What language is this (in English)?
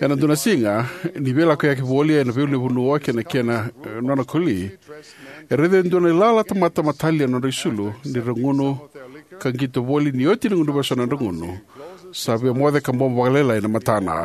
Fijian